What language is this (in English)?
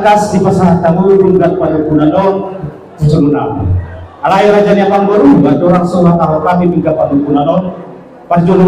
Batak Toba